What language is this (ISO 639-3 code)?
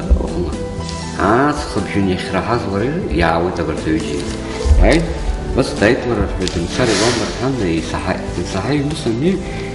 abk